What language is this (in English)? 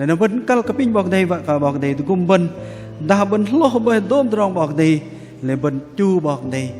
Bahnar